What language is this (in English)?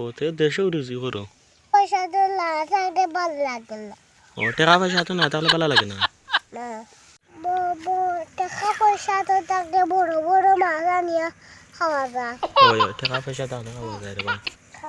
Sylheti